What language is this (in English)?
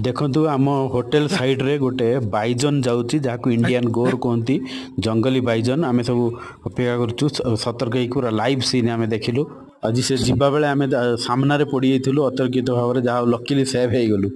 Odia